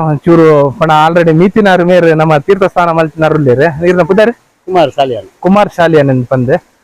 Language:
Tulu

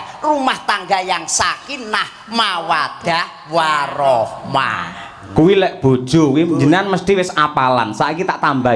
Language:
Javanese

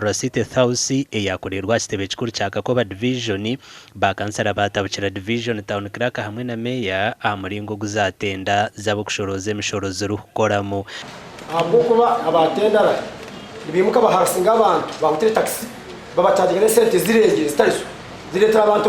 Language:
Nyankole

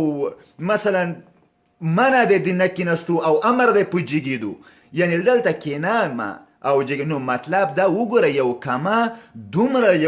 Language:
Pashto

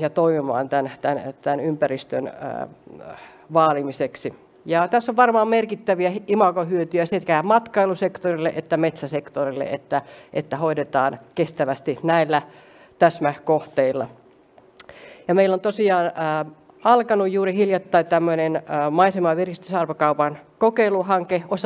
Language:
Finnish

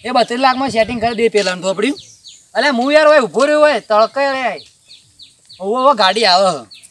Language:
Gujarati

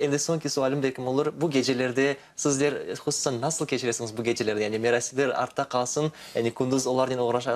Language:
Crimean Tatar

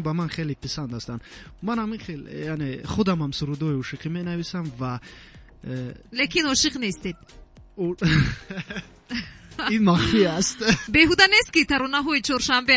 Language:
Tajik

